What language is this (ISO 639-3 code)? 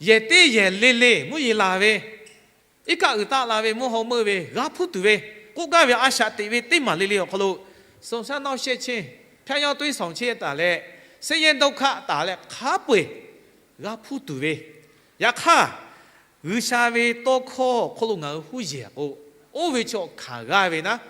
lhu